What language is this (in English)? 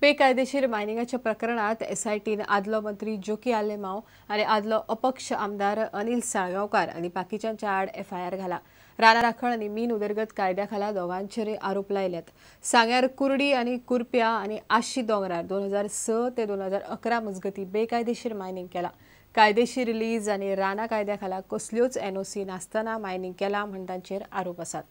Konkani